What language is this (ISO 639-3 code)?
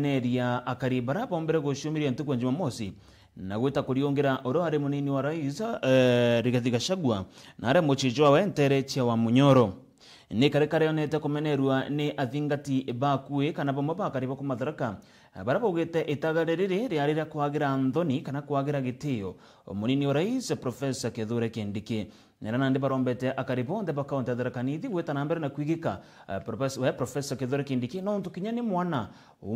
mer